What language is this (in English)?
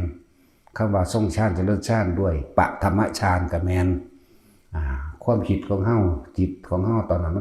Northeastern Thai